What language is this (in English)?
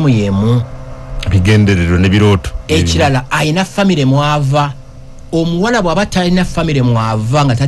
Ganda